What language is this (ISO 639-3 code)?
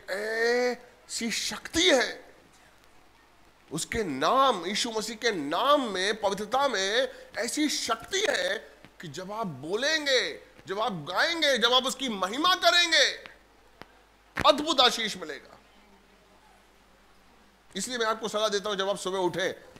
hin